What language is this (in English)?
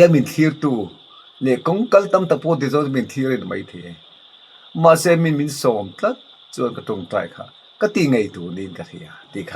Mizo